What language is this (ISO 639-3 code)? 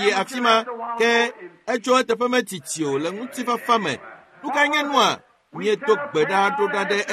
ewe